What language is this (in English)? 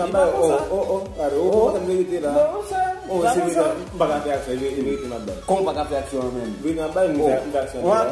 Haitian Creole